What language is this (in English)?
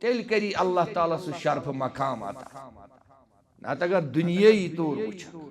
Kashmiri